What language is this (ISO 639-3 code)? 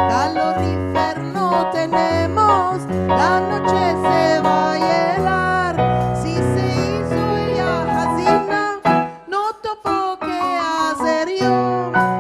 lad